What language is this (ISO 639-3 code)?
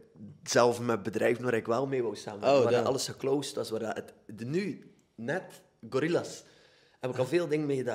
nld